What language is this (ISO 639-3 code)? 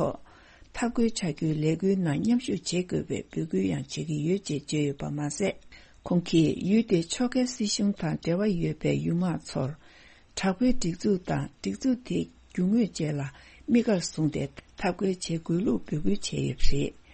bod